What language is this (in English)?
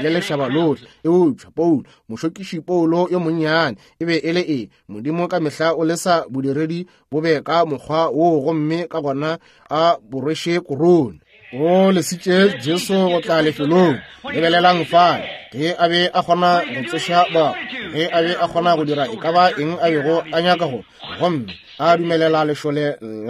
Northern Sotho